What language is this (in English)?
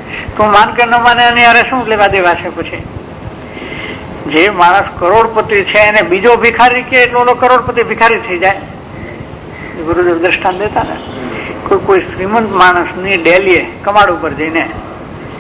Gujarati